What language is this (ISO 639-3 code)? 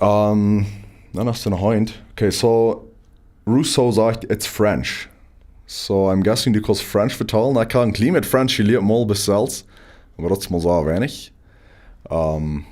pdt